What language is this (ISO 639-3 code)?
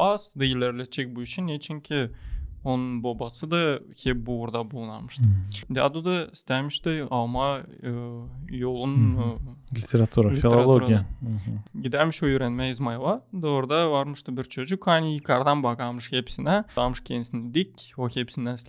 gag